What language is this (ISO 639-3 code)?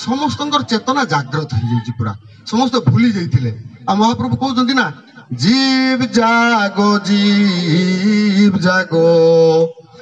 ori